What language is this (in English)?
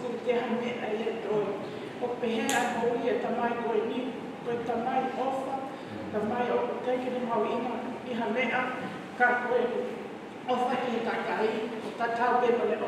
Tongan